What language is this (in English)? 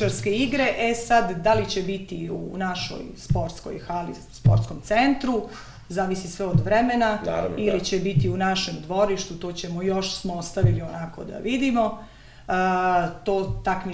Serbian